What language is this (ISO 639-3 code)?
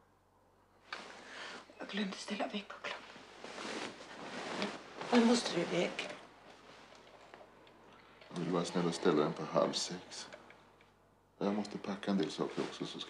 swe